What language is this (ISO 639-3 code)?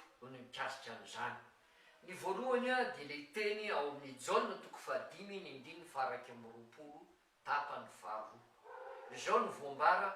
mlg